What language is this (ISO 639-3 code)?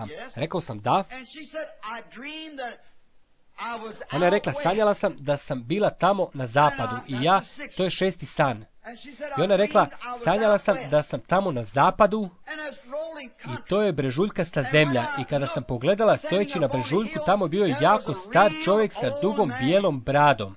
hrv